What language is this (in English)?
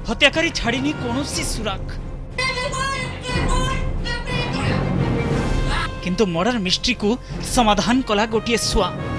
Odia